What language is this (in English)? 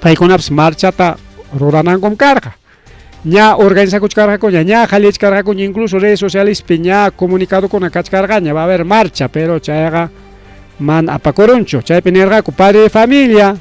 Ayacucho Quechua